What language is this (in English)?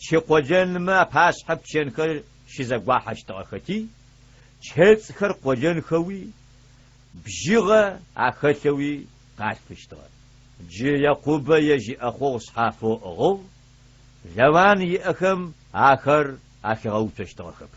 Adyghe